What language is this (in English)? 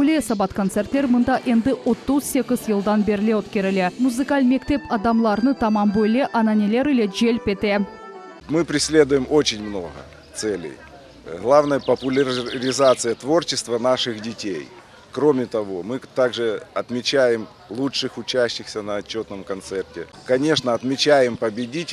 Crimean Tatar